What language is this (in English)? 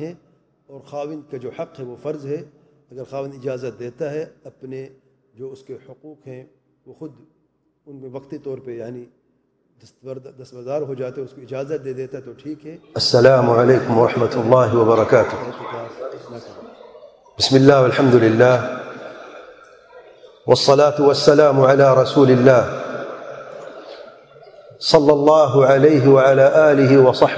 Urdu